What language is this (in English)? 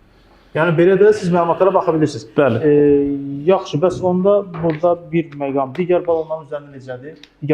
Azerbaijani